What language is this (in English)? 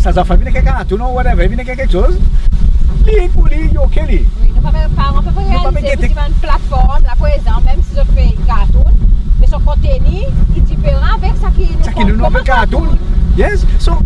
Seselwa Creole French